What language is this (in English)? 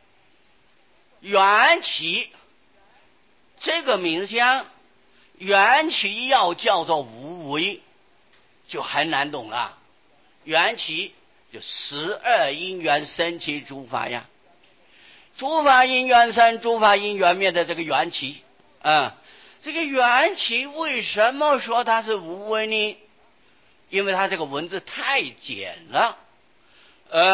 Chinese